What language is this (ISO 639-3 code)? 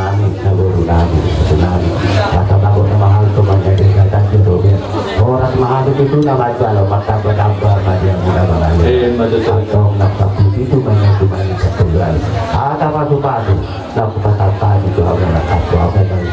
bbc